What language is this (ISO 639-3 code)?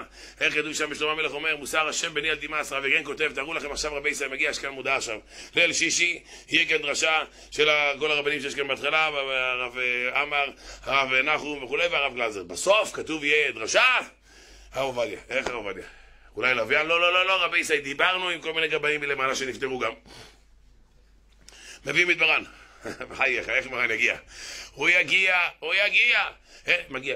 heb